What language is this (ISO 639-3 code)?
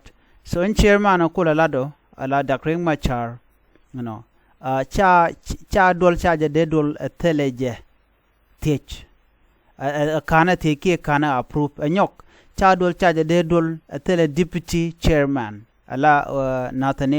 nus